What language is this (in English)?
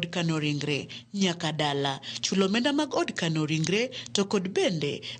Luo (Kenya and Tanzania)